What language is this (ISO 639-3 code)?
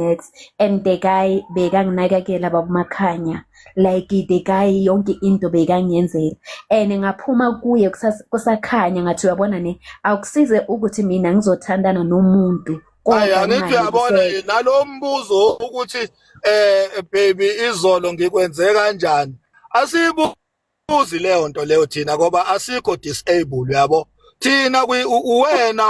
zul